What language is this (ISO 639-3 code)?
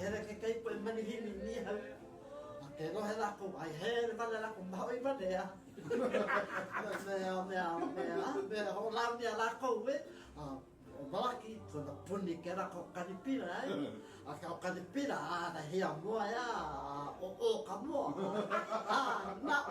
haw